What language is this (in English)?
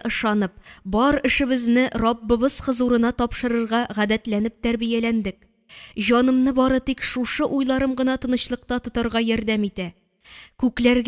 Tatar